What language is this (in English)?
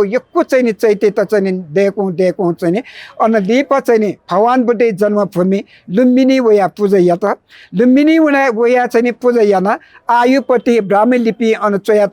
Newari